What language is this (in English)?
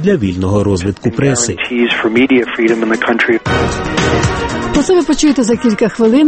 Ukrainian